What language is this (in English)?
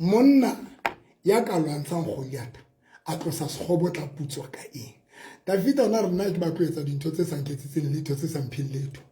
Southern Sotho